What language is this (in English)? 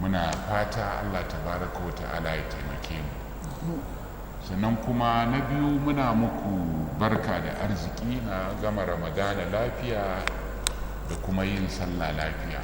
Hausa